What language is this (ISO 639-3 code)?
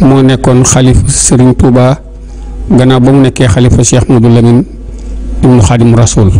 wol